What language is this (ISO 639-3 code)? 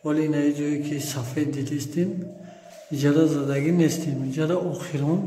tgk